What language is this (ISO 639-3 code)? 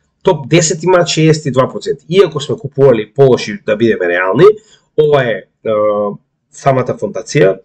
mkd